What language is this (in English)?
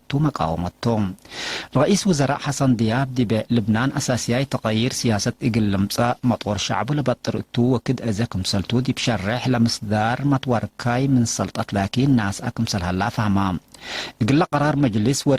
Tigre